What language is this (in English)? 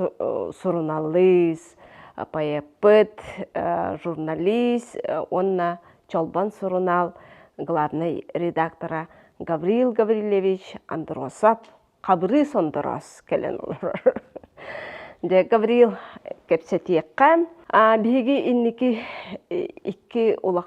Yakut